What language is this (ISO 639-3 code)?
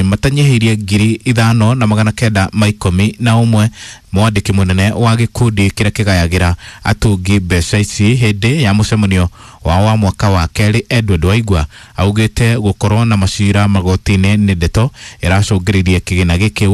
kik